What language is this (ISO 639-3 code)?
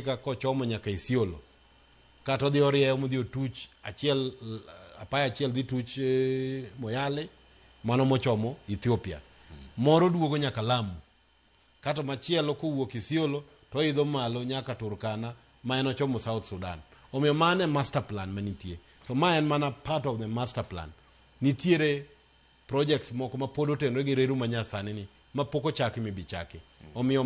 luo